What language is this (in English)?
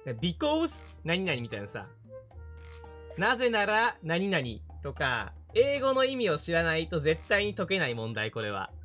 Japanese